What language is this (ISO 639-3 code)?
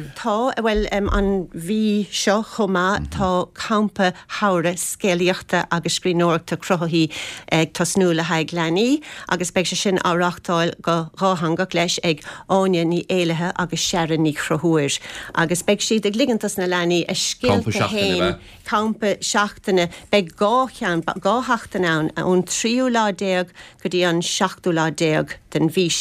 gle